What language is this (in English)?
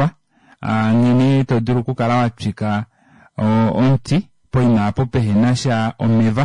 Kuanyama